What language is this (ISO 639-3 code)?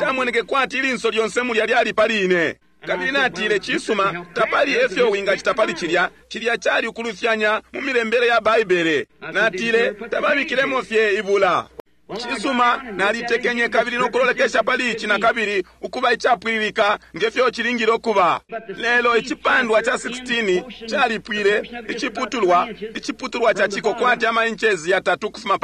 bem